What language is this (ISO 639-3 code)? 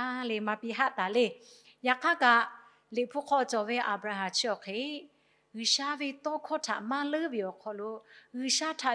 lhu